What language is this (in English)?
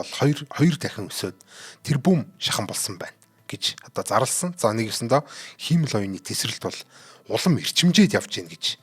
Mongolian